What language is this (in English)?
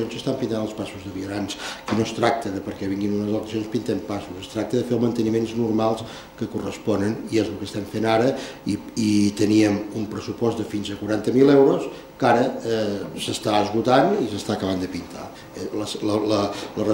Catalan